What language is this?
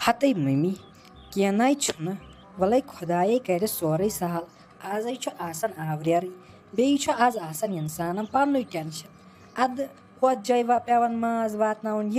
Kashmiri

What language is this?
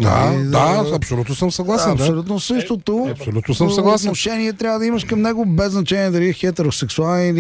Bulgarian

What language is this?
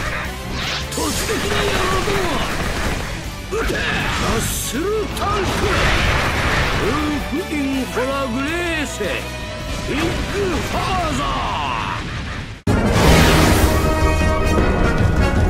Japanese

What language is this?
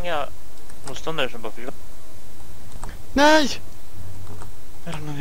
Swedish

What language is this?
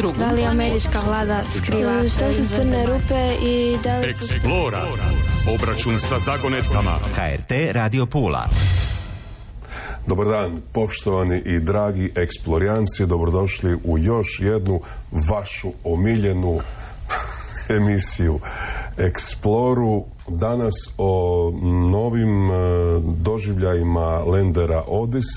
Croatian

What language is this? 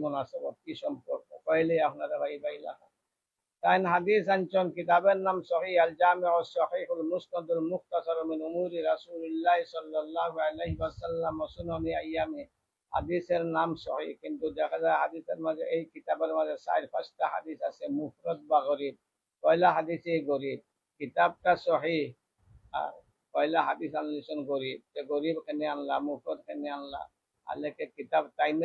Sylheti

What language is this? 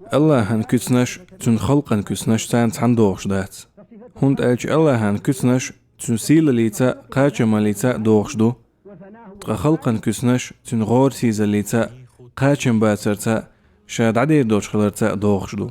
Chechen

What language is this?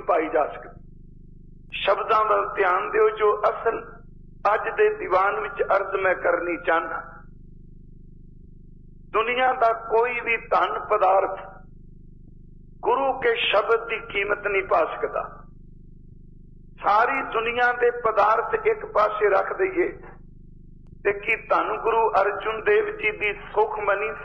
Punjabi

